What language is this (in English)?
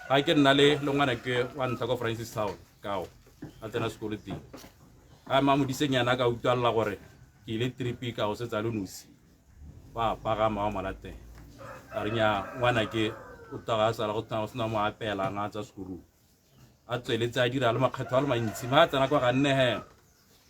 Tswana